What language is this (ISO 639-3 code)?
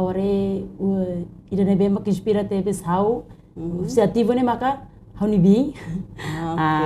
tet